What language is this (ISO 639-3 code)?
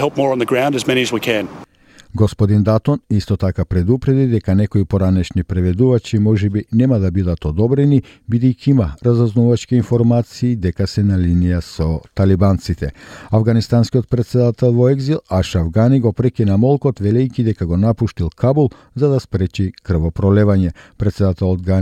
mkd